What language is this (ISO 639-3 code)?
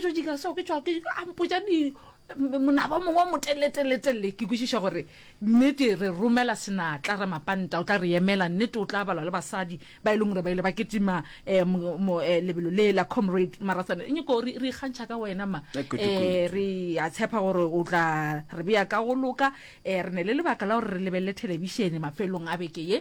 nso